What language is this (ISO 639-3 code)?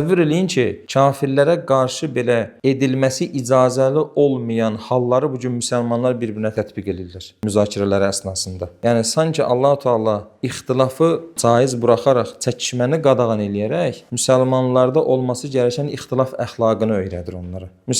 aze